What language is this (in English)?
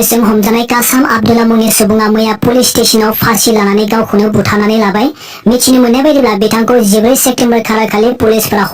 Bodo